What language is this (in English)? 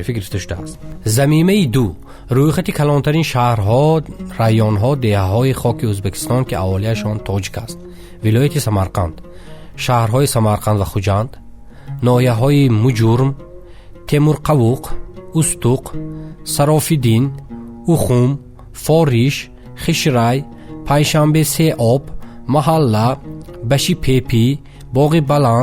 Tajik